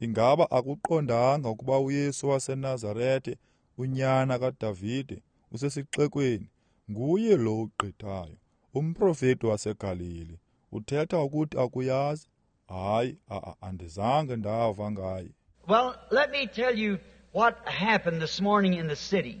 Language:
Xhosa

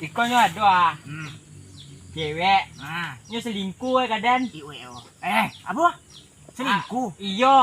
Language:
Minangkabau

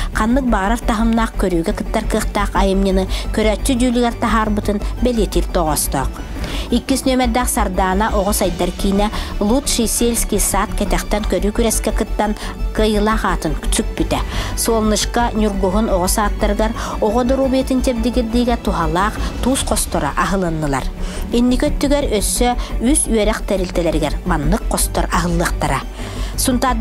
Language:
Yakut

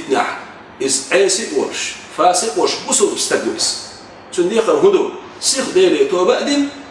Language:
Chechen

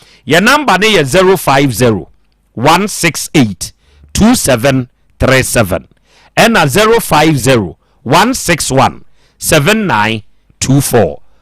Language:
Akan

